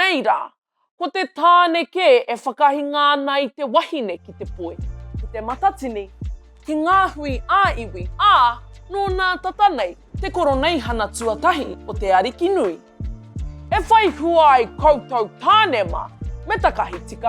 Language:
Māori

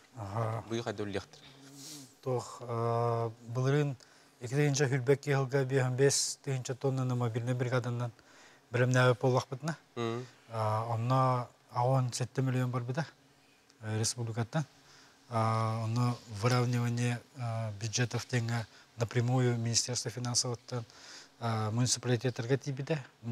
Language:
Yakut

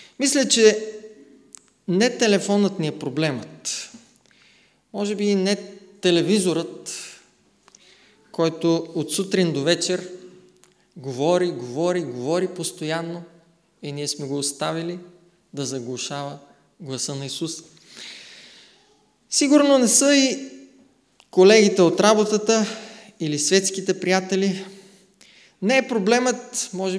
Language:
Bulgarian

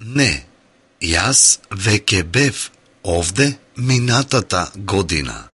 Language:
Macedonian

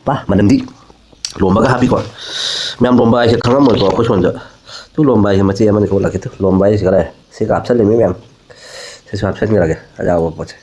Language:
Manipuri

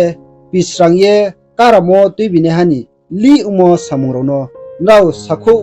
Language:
Riang (India)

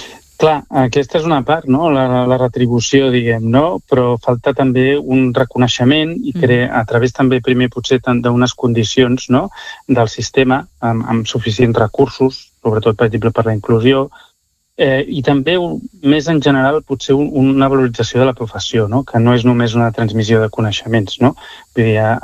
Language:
Catalan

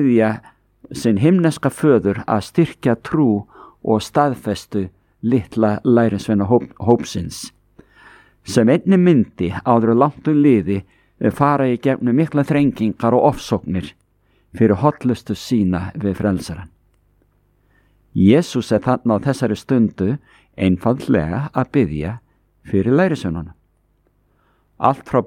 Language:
Icelandic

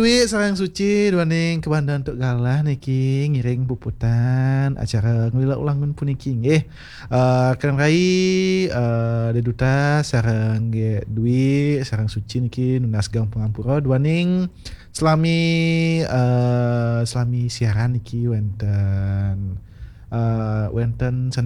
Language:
Balinese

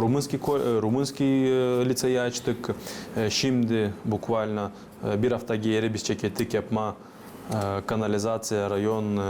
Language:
Gagauz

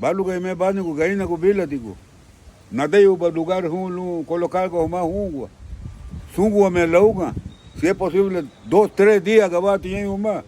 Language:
Garifuna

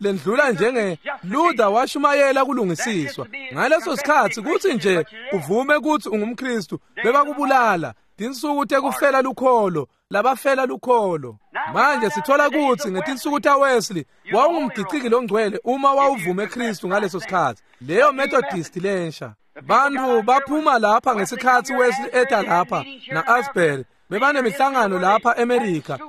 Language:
Swati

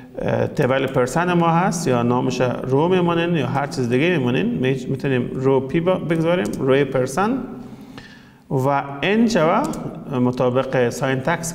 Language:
Persian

